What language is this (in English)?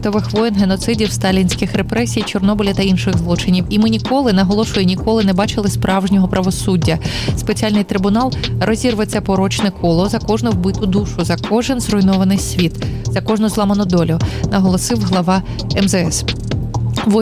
Ukrainian